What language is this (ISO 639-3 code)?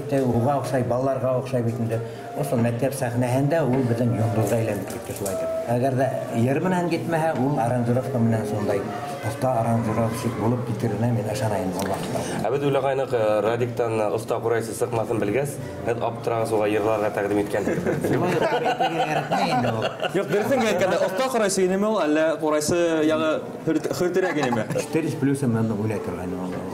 bak